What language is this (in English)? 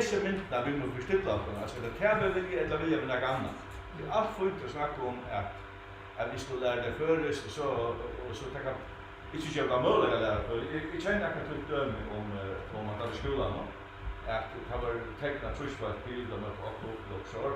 Faroese